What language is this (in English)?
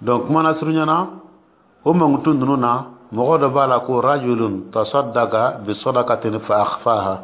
Dyula